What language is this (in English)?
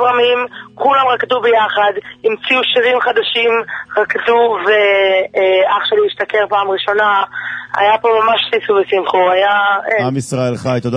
Hebrew